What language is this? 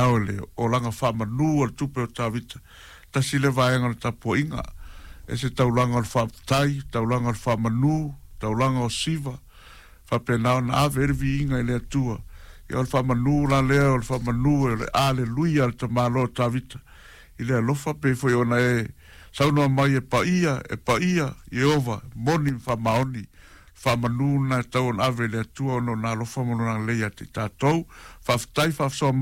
Samoan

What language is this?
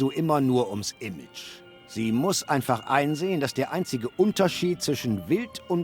Bavarian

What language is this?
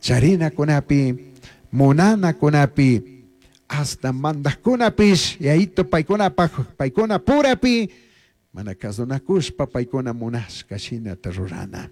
Chimborazo Highland Quichua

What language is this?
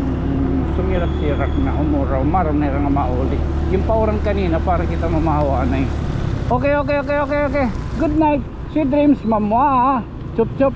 Waray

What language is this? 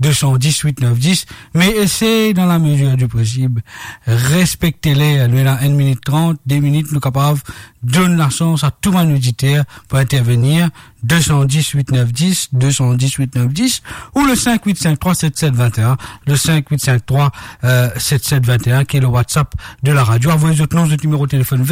Morisyen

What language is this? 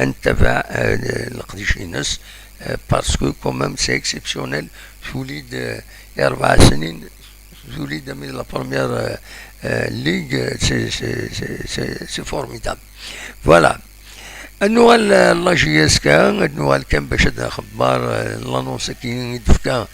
Kabyle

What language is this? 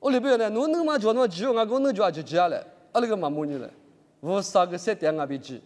Lisu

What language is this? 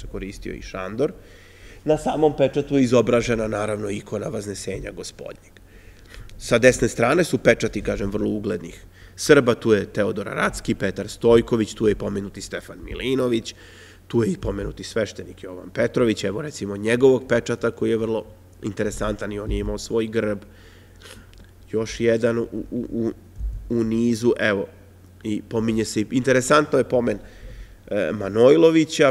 Serbian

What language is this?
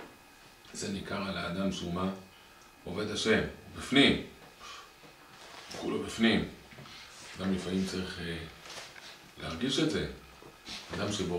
Hebrew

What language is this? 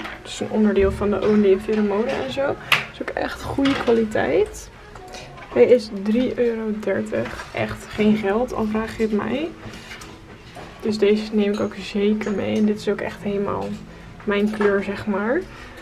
Dutch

